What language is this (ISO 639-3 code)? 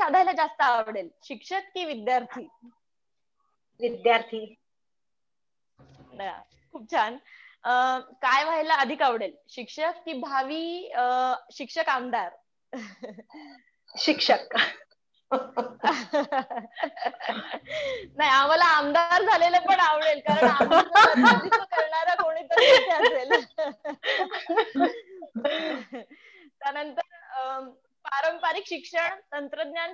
mar